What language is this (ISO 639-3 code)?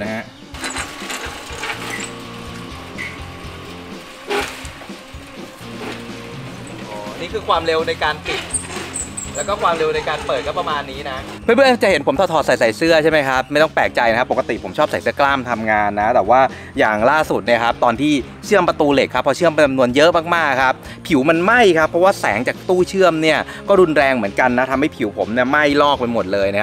tha